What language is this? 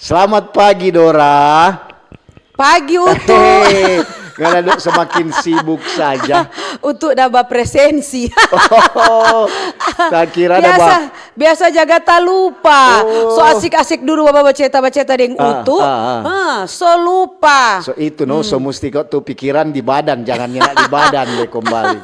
Manado Malay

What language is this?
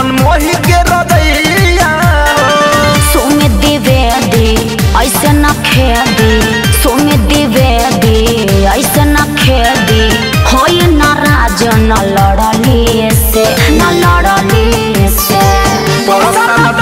Bhojpuri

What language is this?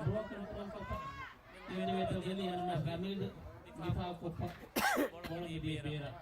Divehi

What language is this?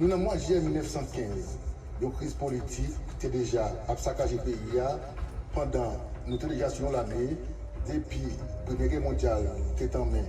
Haitian Creole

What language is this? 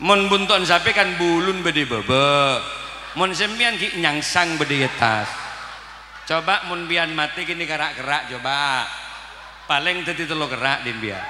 Madurese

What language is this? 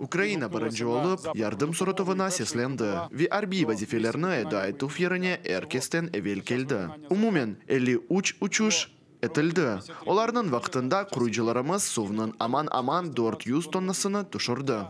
Crimean Tatar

